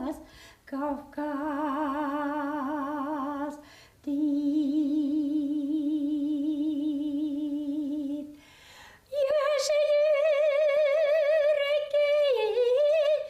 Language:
Bashkir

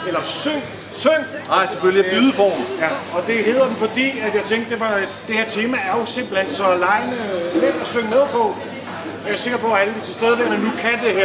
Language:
Danish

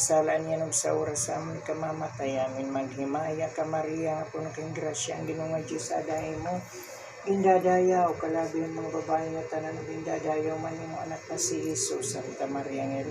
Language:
Waray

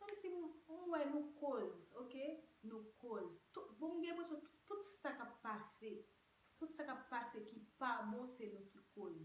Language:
Haitian Creole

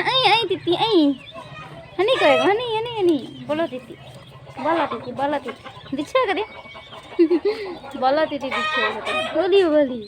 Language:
Santali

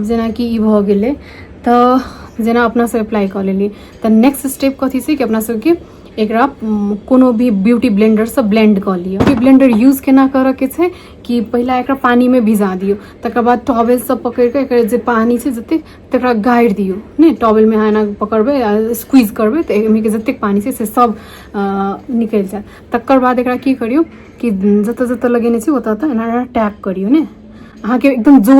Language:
Maithili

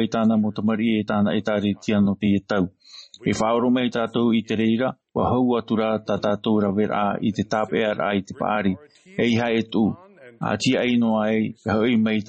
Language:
Tahitian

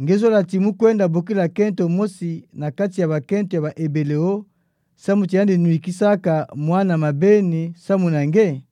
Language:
Kituba (Democratic Republic of Congo)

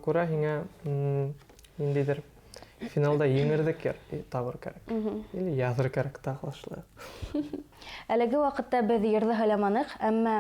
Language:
Bashkir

